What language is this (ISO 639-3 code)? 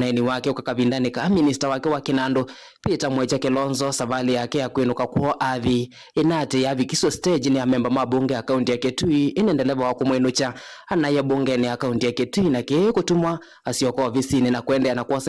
kam